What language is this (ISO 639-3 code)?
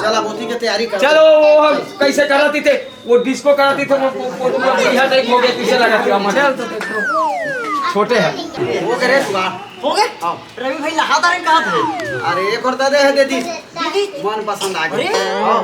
hne